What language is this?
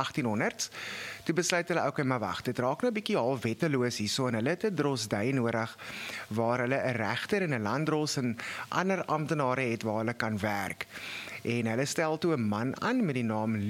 Afrikaans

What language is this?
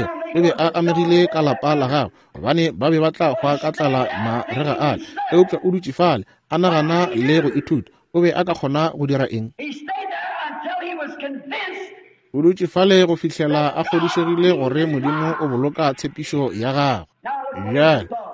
Northern Sotho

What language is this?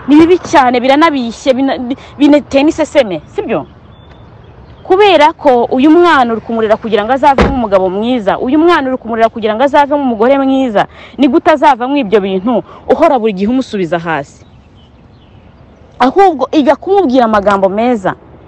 Kinyarwanda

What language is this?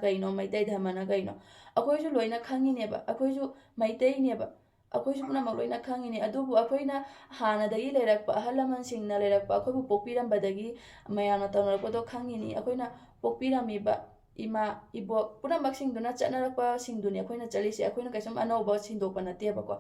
Manipuri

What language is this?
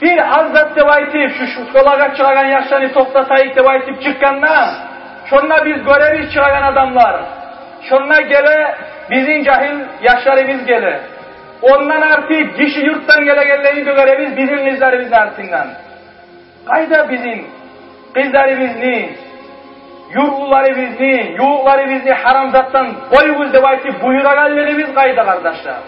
Kumyk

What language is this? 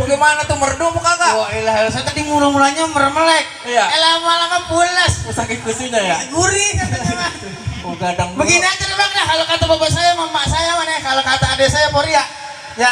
Betawi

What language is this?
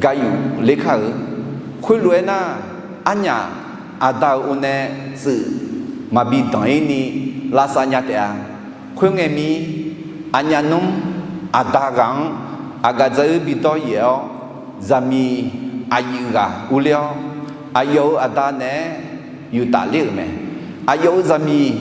Akha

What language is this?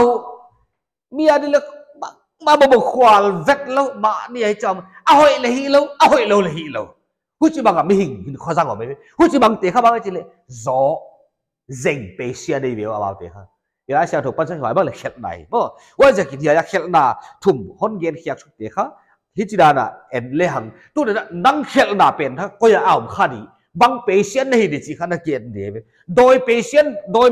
Paite Chin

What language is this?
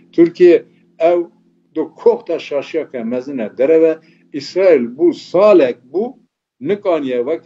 Kurdish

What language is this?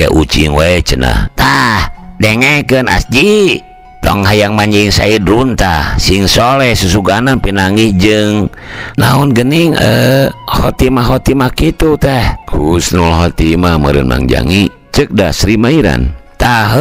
Sundanese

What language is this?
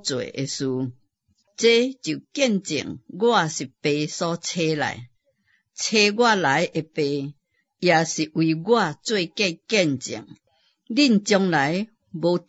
Min Nan Chinese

